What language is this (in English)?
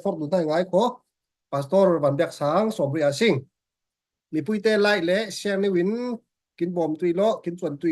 Falam Chin